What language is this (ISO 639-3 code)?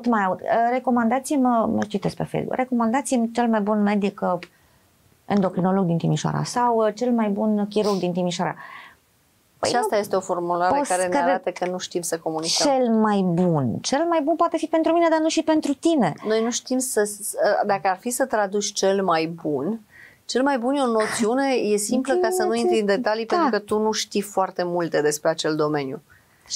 ron